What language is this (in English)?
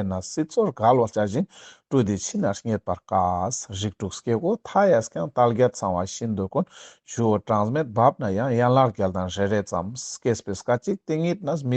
Ladakhi